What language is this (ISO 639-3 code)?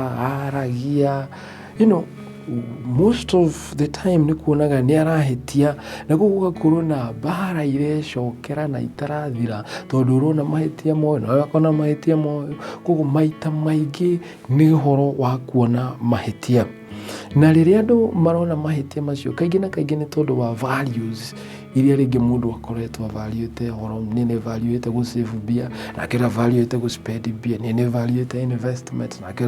kik